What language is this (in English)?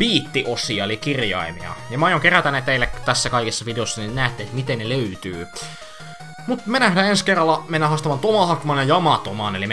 Finnish